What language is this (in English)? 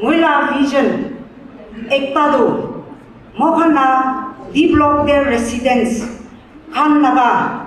Naga Pidgin